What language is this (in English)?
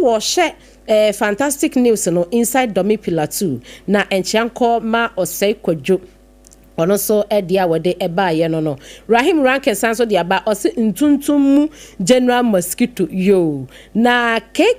Akan